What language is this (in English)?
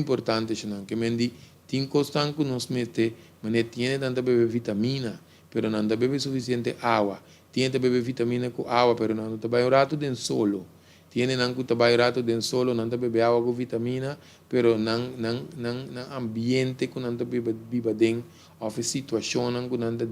Papiamento